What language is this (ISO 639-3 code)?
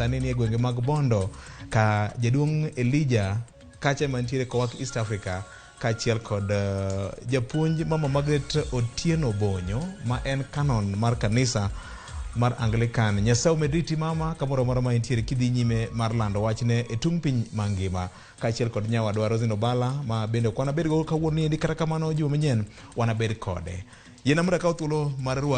luo